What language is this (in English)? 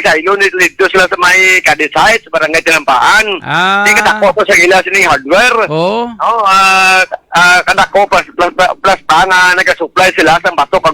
Hiligaynon